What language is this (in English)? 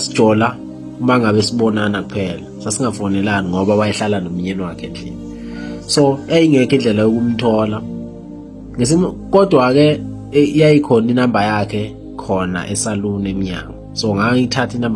Zulu